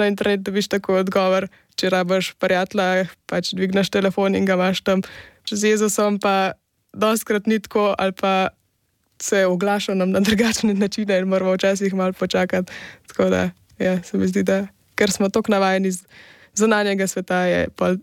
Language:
Slovenian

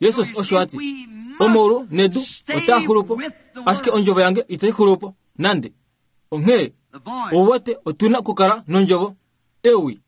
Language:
Kuanyama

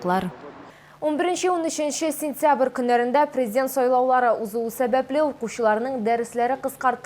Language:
Tatar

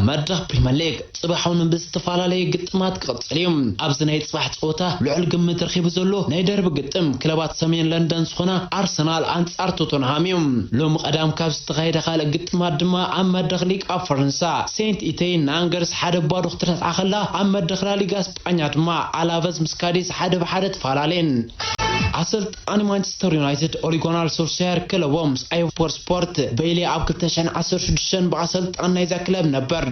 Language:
Tigrinya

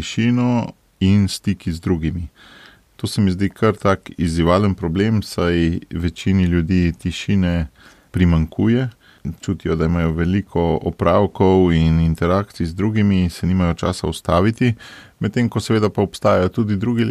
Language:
Slovenian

